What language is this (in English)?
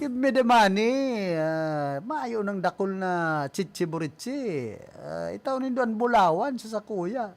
Bikol